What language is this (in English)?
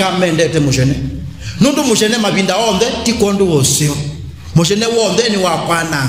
Kamba